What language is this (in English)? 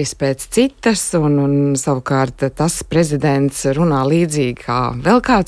Latvian